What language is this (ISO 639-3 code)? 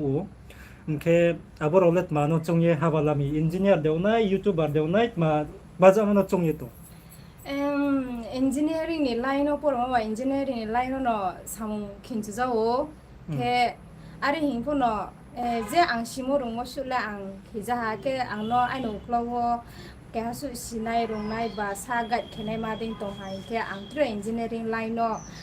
ria